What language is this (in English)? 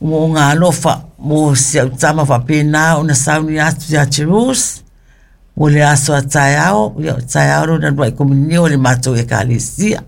Samoan